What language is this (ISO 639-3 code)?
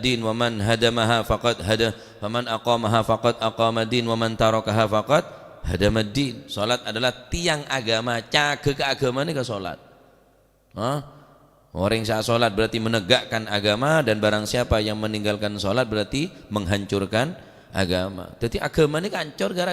mad